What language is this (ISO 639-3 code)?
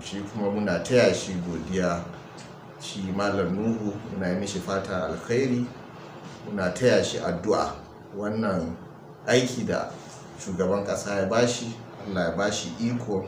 hau